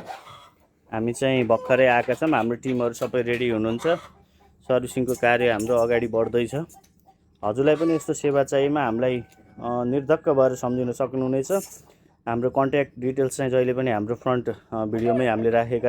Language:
Nepali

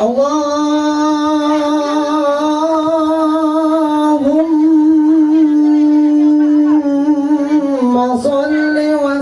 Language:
Betawi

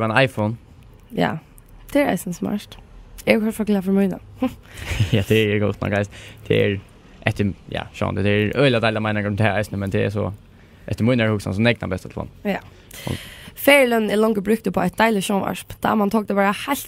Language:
Faroese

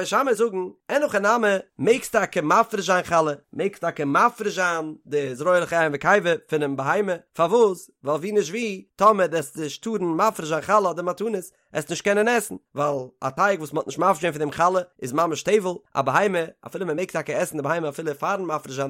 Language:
Yiddish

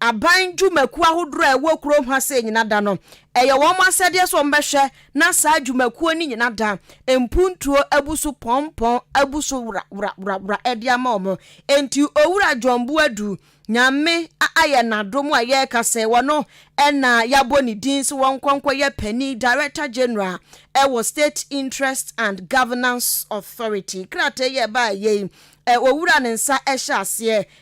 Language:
Akan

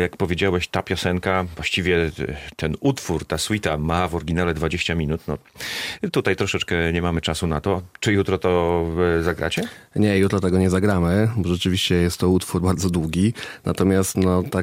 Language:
Polish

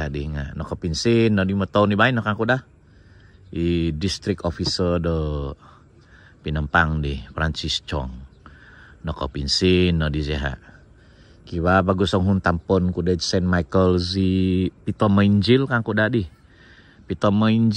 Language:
Central Dusun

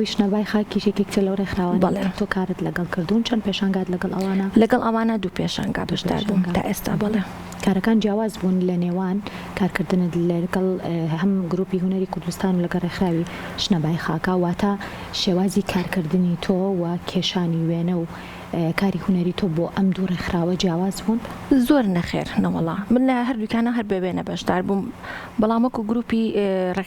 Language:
Central Kurdish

